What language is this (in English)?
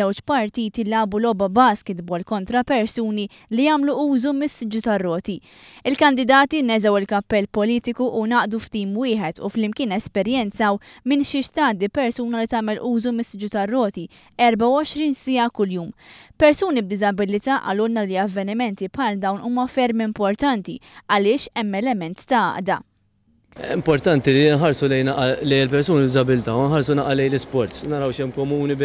Maltese